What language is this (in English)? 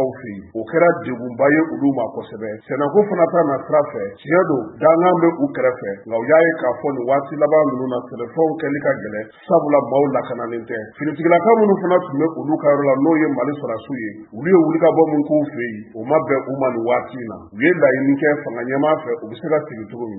Bambara